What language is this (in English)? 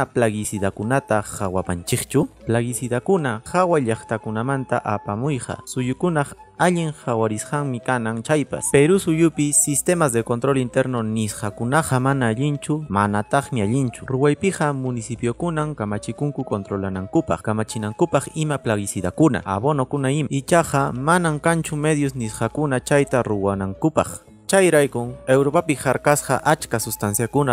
Quechua